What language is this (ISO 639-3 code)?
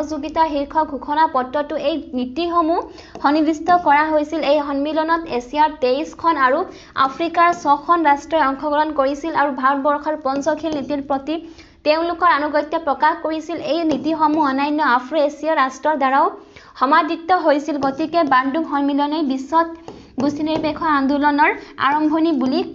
asm